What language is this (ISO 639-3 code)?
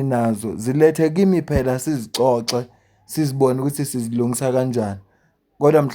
zul